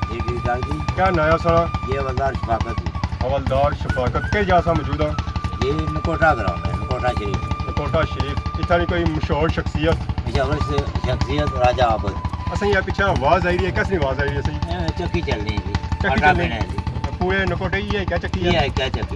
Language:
Pahari-Potwari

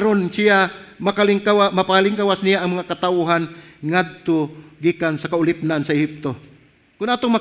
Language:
Cebuano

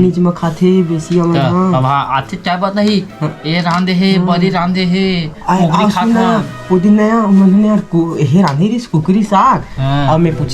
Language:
Chhattisgarhi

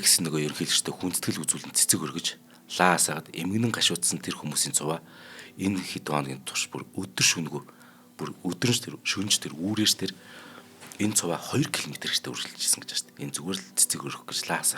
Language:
Mongolian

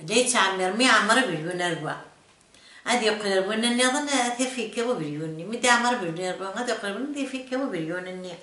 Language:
Kabyle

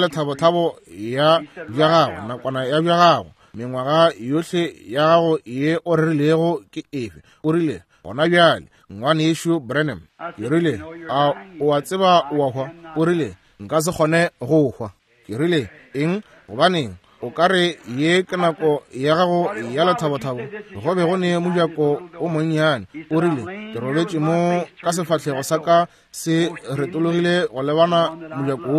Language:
Northern Sotho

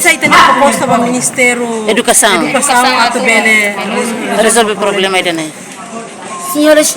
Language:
Tetum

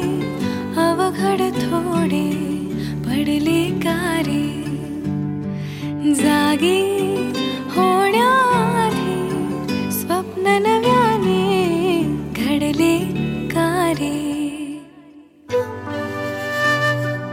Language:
Marathi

